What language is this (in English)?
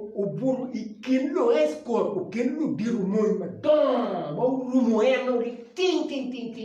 Acoli